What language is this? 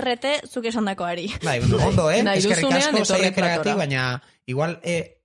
Basque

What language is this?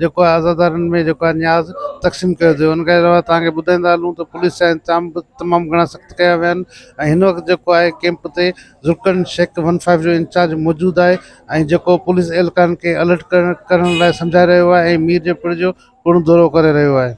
Sindhi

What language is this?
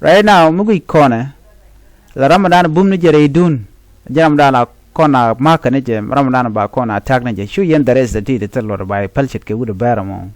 Nuer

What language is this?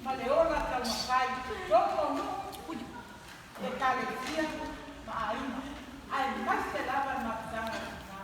Samoan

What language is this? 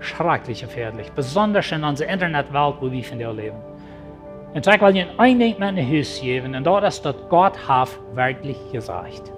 Plautdietsch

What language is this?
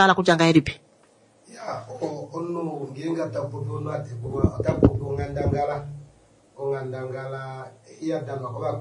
Kuanyama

